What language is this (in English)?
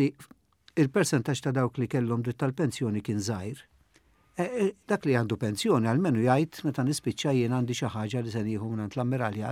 Maltese